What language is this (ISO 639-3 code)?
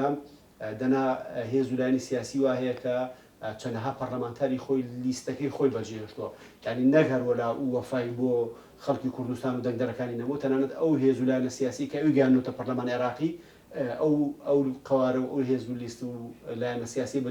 ckb